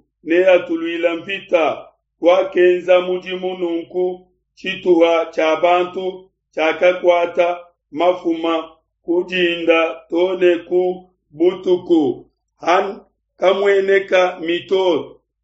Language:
Luba-Lulua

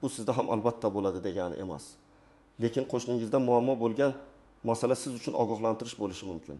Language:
Uzbek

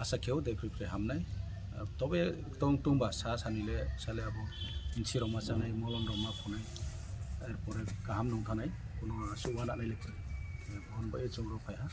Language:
Kok Borok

